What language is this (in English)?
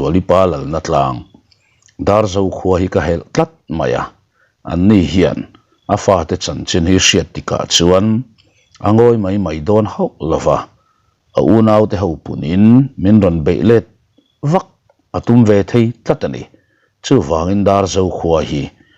Mizo